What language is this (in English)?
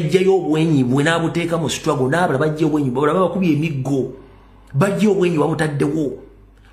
Ganda